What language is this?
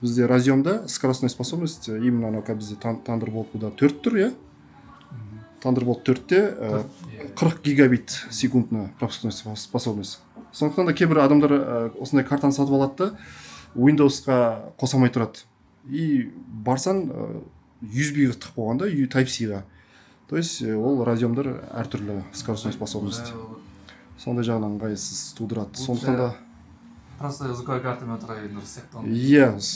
Kazakh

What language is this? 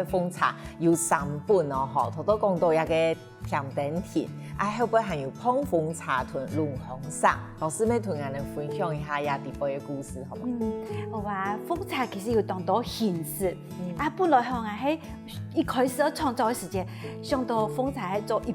Hakka Chinese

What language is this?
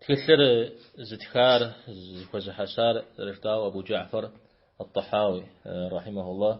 Kabardian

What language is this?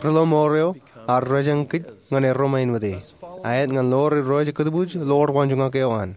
Marshallese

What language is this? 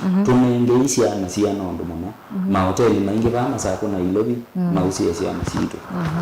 Kamba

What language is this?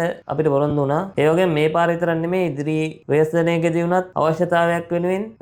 Sinhala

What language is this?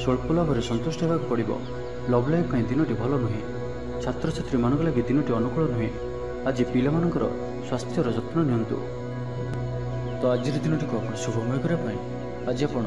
Odia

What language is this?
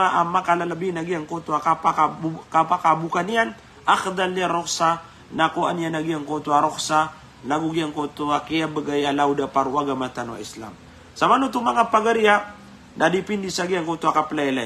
Maranao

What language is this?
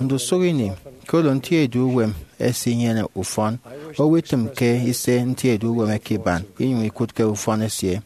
Efik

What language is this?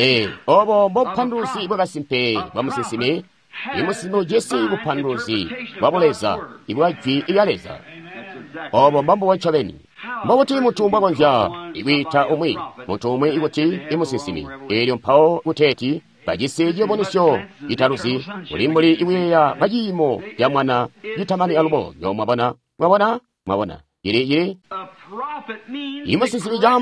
Tonga (Zambia)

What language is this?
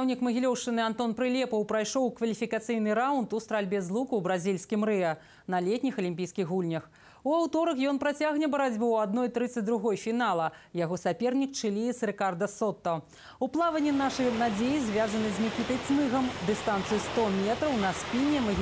Belarusian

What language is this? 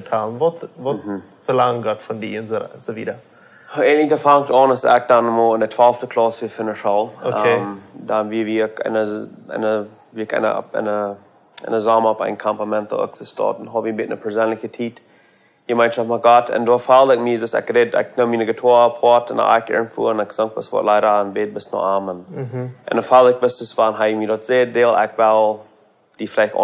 Plautdietsch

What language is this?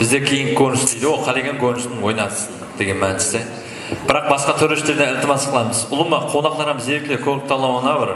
Kara-Kalpak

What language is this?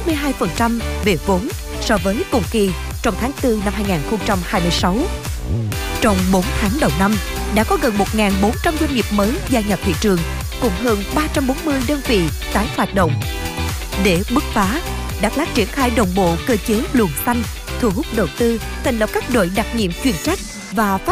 Vietnamese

